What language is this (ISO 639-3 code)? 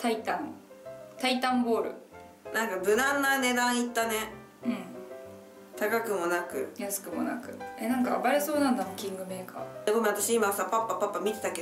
jpn